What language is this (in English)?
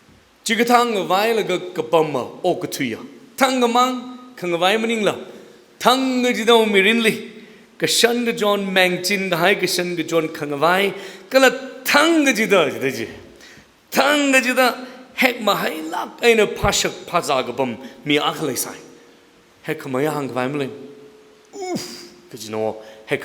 Tangkhul Naga (India)